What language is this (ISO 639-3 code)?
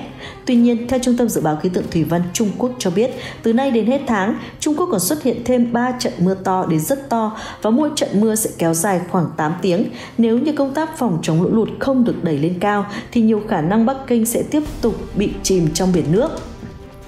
vie